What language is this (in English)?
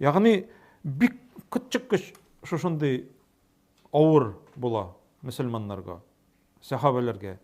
Tatar